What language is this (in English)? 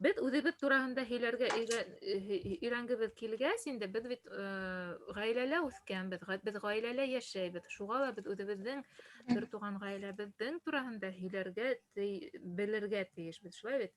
Bashkir